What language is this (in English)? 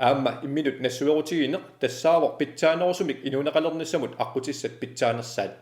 Kalaallisut